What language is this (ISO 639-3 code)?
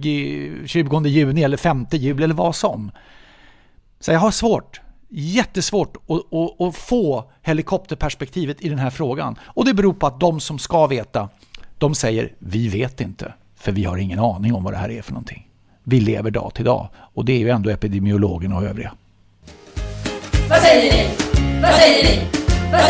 swe